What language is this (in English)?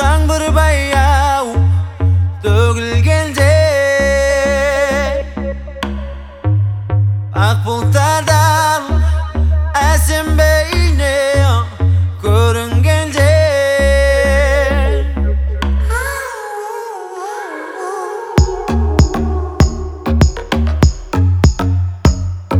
Kazakh